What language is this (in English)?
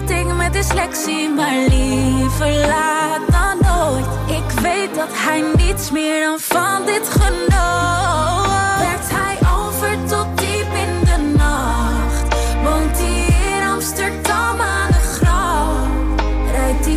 Dutch